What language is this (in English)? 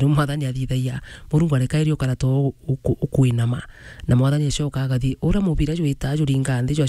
Meru